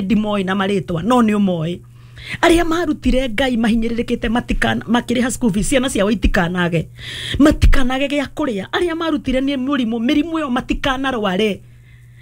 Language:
Kikuyu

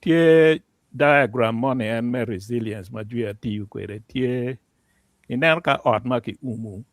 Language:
Acoli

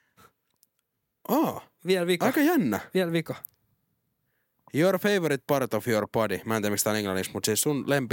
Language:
Finnish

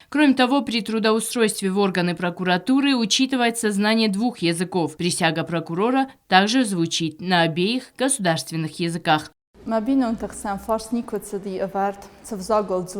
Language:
Ossetic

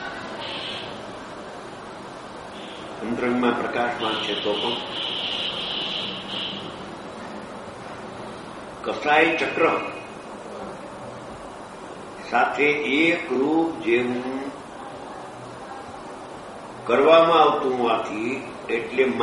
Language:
Gujarati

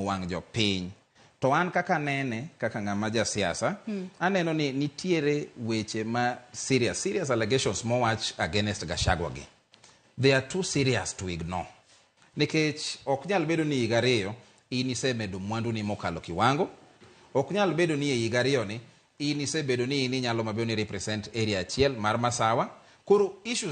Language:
Luo (Kenya and Tanzania)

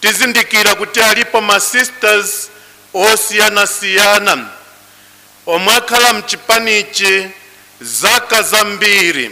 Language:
Nyanja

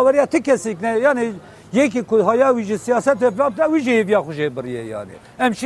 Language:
Kurdish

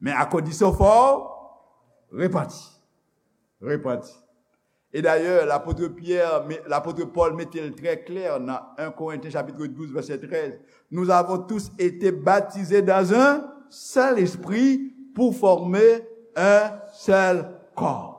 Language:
Haitian Creole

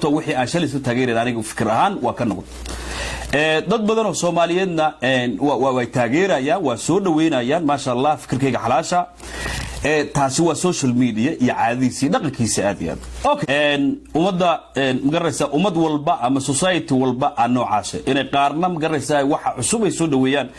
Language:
Somali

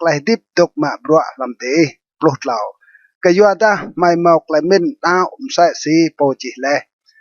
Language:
Rade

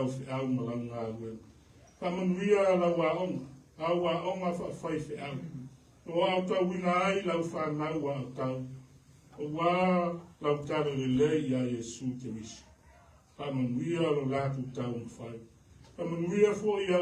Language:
Samoan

